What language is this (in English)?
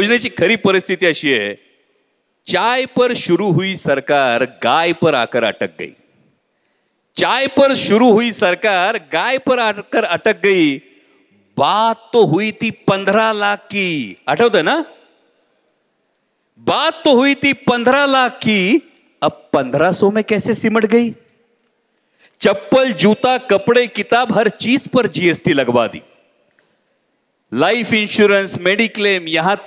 Marathi